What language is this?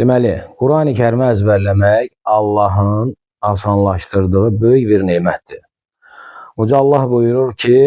Azerbaijani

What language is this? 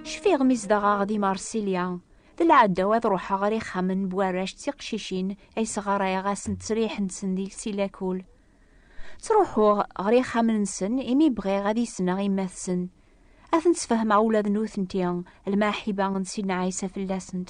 Kabyle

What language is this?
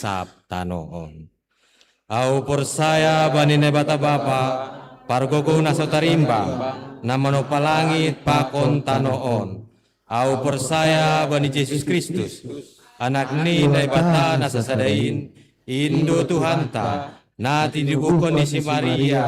Batak Simalungun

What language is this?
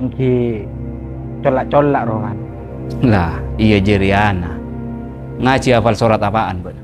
Madurese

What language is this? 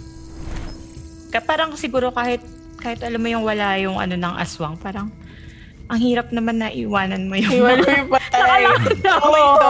Filipino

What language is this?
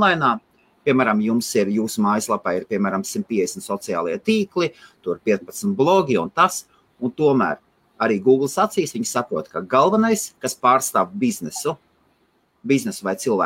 Latvian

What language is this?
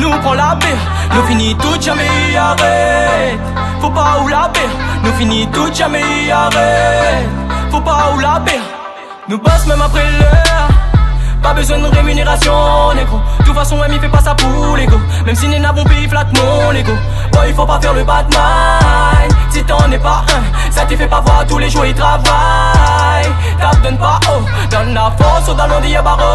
Réunion Creole French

